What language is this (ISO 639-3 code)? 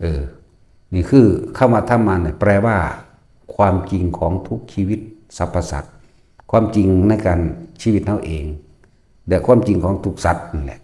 lao